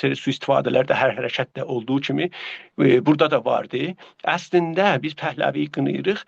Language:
South Azerbaijani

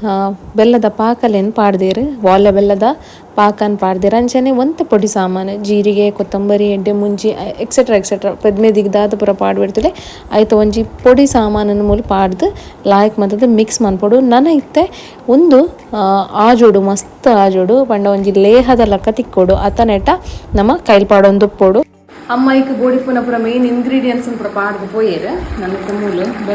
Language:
Tulu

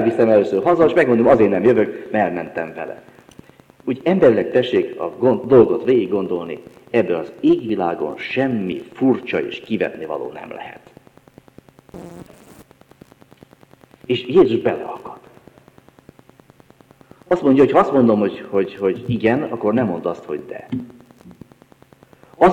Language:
Hungarian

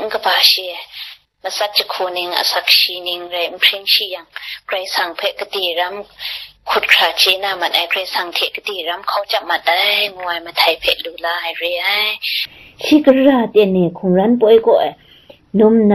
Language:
Kachin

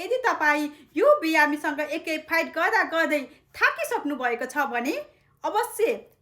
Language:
Nepali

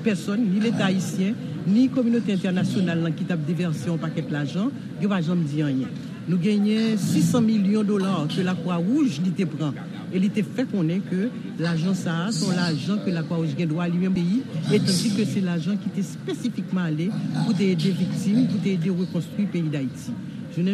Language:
Haitian Creole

